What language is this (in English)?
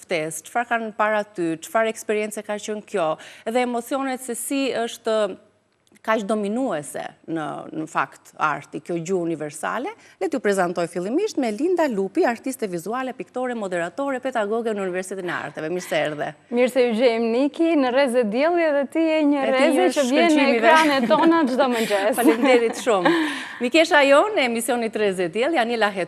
Albanian